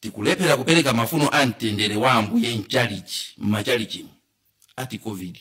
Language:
Nyanja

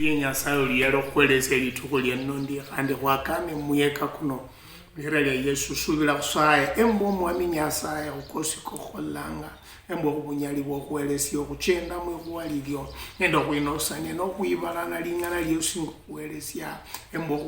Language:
Luyia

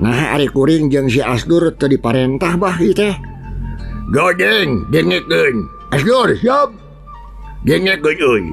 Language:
Sundanese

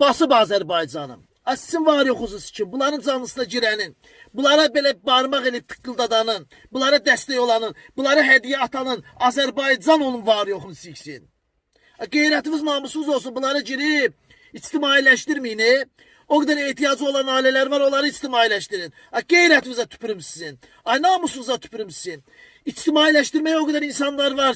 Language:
Azerbaijani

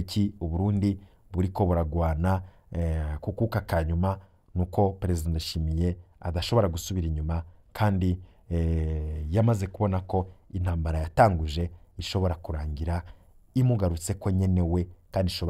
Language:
Rundi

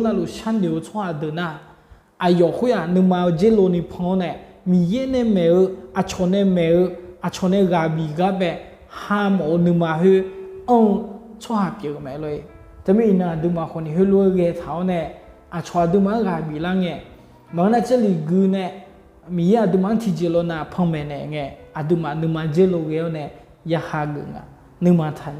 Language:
Akha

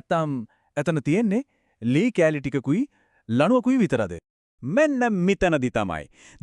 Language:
Sinhala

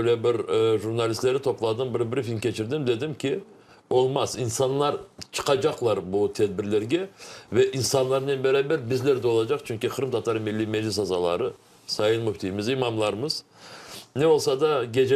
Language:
Crimean Tatar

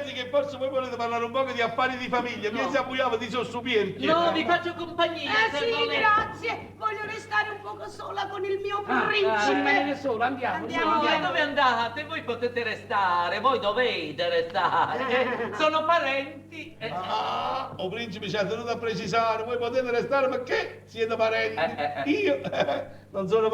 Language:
Neapolitan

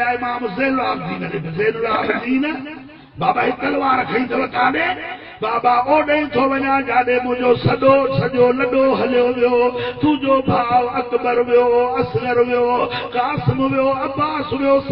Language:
Sindhi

